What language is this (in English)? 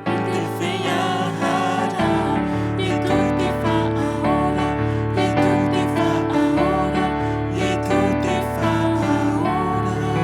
Tahitian